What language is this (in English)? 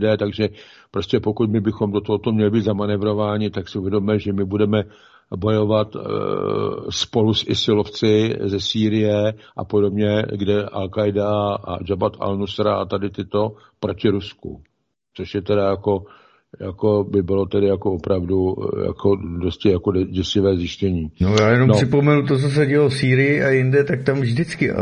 Czech